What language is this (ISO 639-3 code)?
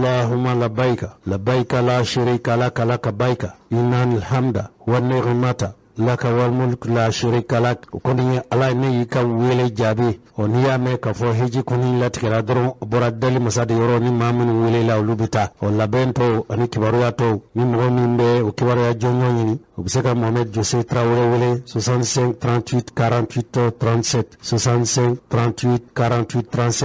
bam